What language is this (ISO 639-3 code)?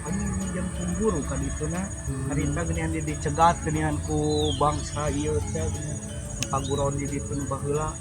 sun